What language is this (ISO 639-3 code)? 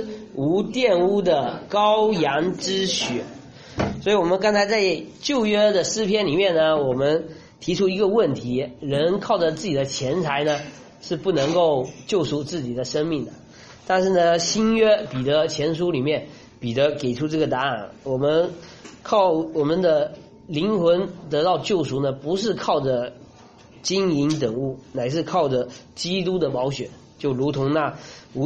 zho